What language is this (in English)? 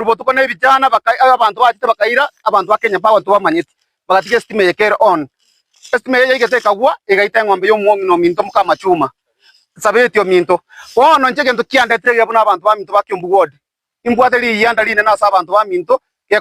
Gusii